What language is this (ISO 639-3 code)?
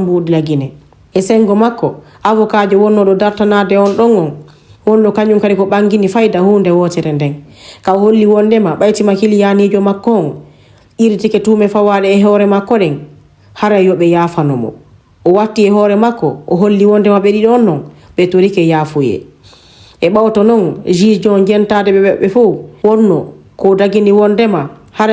ful